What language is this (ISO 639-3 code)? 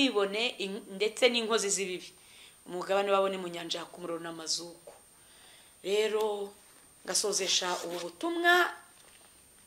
kin